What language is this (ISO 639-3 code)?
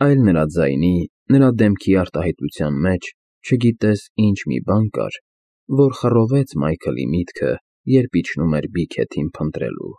hye